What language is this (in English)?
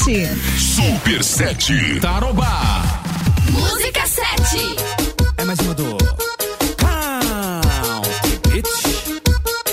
Portuguese